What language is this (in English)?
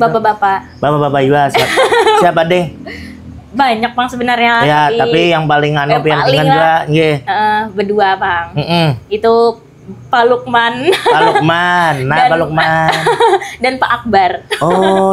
Banjar